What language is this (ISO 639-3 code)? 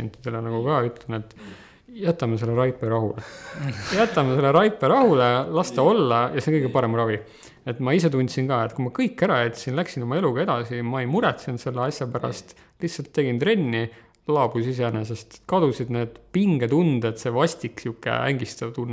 est